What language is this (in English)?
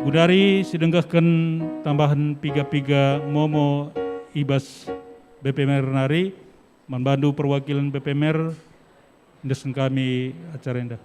Batak Karo